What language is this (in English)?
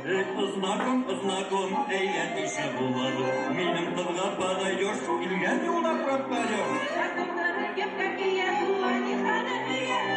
Bashkir